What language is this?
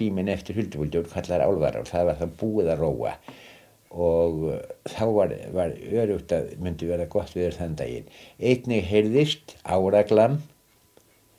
Icelandic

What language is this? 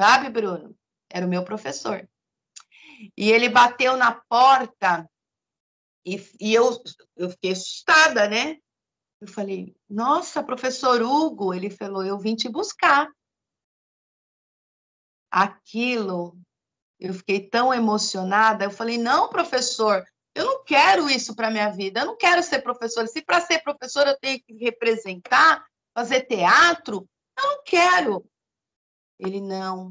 Portuguese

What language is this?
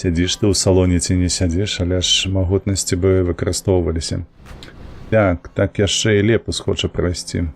Belarusian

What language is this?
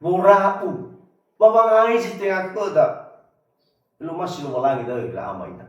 Nias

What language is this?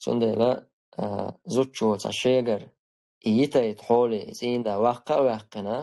Chechen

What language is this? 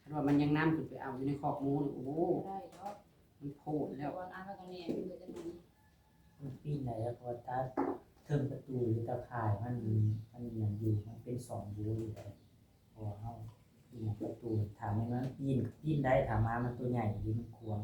Northeastern Thai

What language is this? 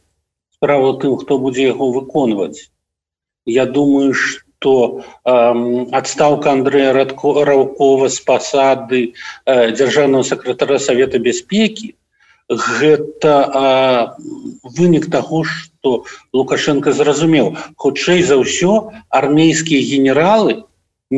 Belarusian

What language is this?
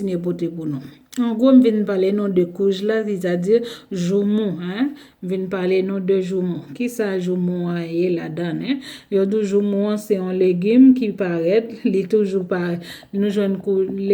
Haitian Creole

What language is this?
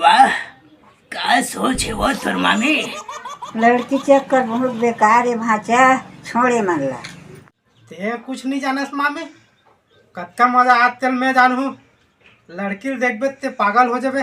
Chhattisgarhi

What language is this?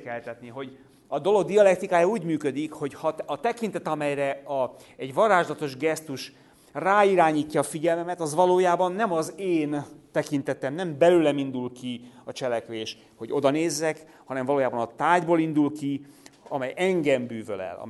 Hungarian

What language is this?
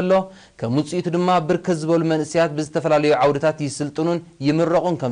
Tigrinya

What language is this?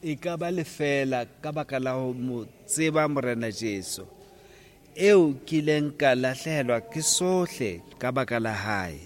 Southern Sotho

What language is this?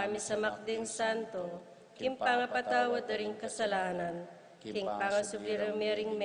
Pampanga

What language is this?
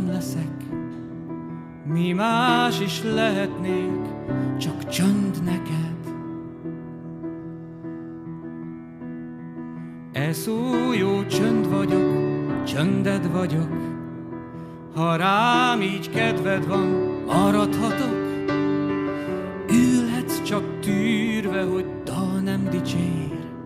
Hungarian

